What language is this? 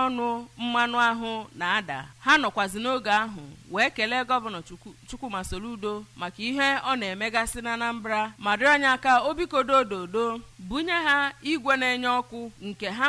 Igbo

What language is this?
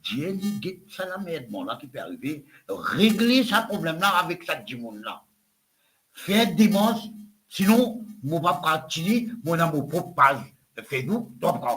Morisyen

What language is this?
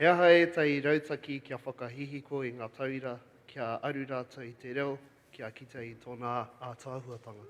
Māori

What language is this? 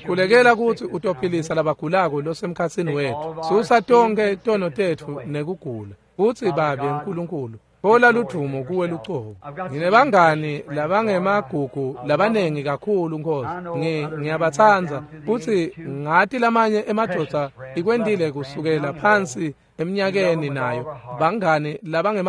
Swati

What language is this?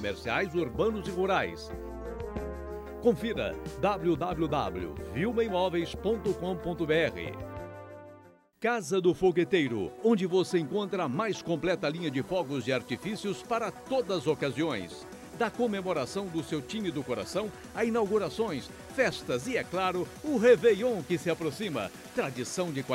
Portuguese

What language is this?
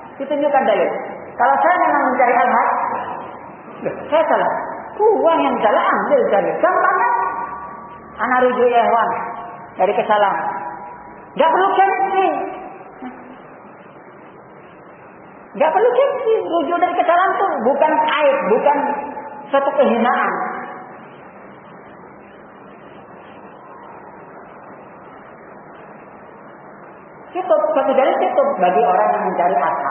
Indonesian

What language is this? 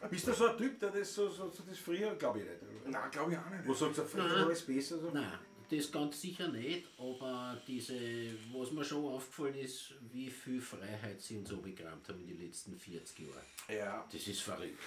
Bavarian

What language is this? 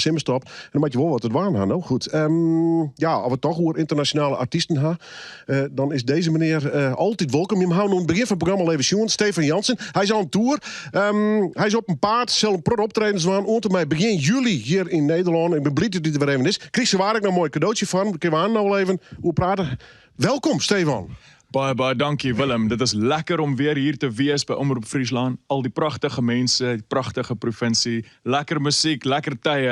Western Frisian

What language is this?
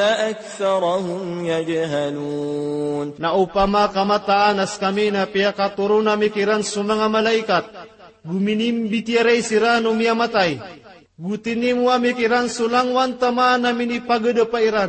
Maranao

